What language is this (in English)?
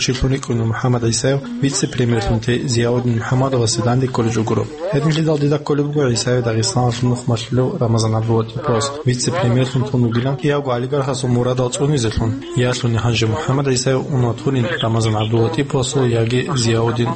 Avaric